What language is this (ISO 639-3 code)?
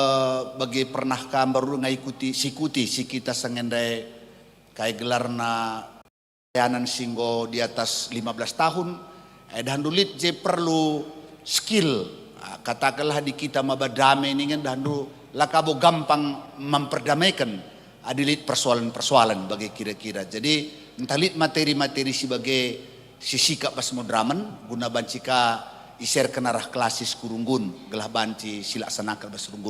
btx